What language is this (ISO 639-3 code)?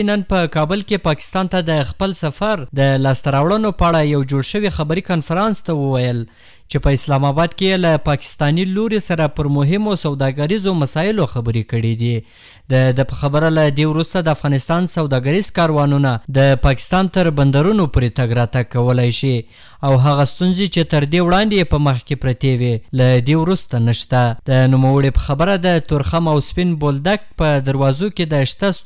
pus